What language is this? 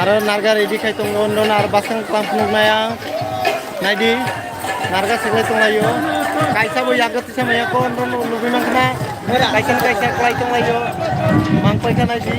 Kok Borok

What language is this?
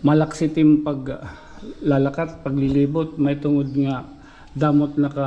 Waray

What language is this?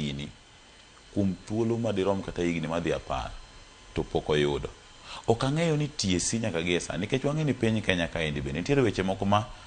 Luo (Kenya and Tanzania)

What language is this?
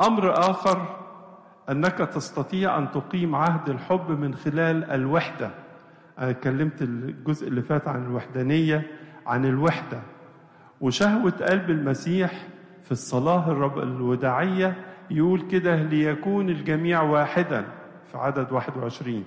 Egyptian Arabic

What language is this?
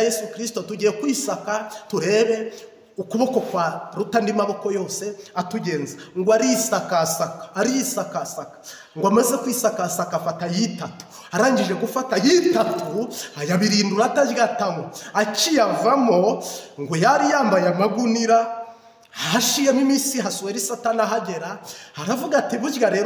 Kinyarwanda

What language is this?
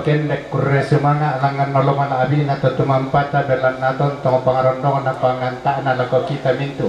Toraja-Sa'dan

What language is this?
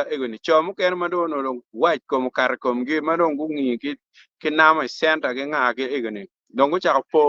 Acoli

